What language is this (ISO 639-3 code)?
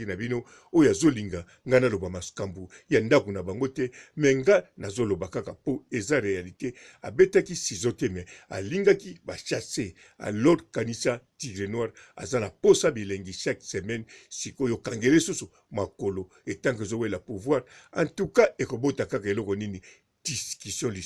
lin